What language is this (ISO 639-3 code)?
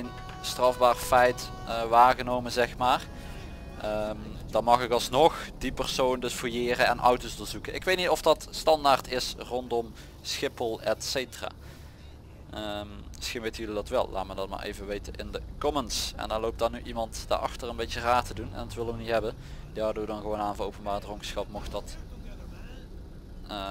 nld